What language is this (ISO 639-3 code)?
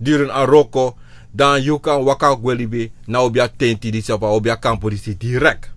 srn